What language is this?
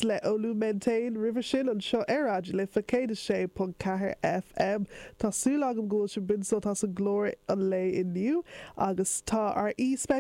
Irish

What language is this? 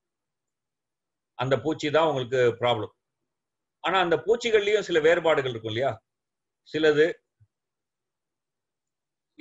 Tamil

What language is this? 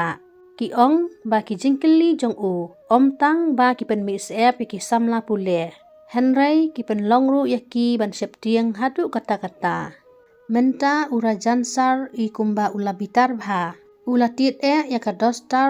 Khasi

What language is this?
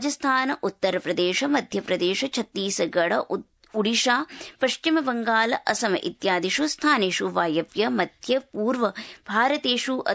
Sanskrit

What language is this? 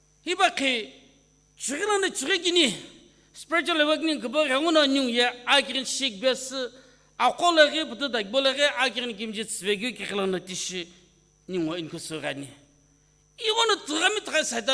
Sumi Naga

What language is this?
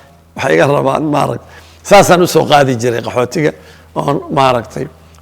Somali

